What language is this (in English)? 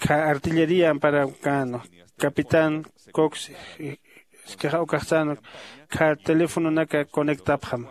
Aymara